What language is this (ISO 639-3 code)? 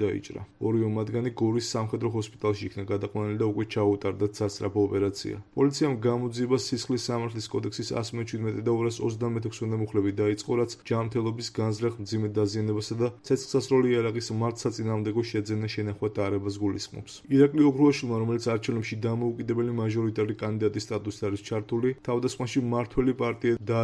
kat